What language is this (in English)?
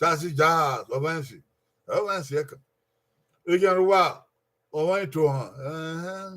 Bini